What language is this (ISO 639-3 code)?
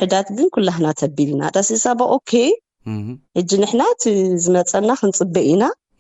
tir